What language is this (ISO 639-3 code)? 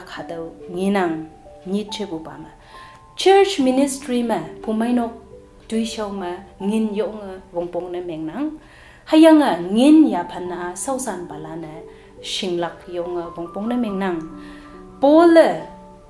nbe